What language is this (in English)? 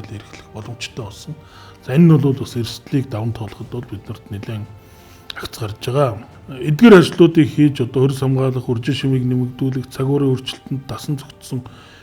Mongolian